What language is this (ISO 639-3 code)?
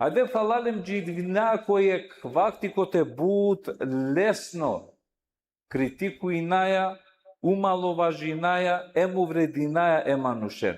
rmn